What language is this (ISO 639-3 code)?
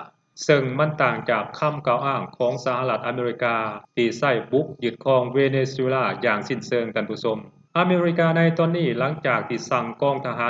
lao